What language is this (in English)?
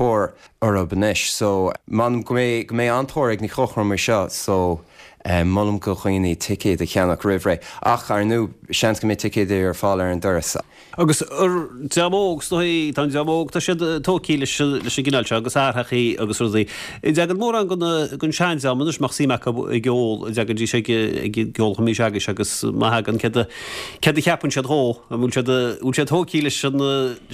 Irish